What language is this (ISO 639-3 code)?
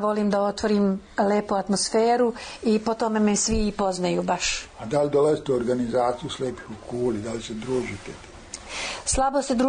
srp